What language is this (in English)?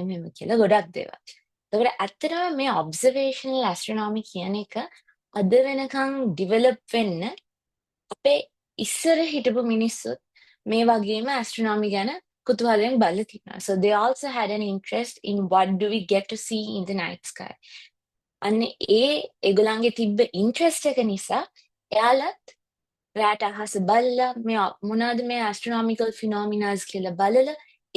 Sinhala